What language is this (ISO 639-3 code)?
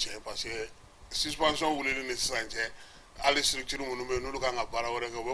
bam